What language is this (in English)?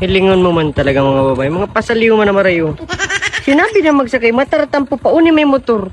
Bikol